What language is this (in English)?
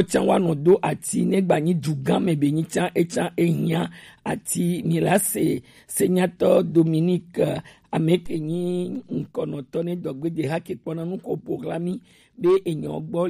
Gen